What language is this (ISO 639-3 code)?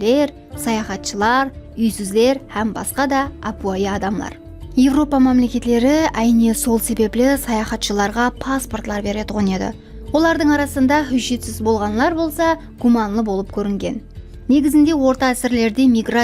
kaa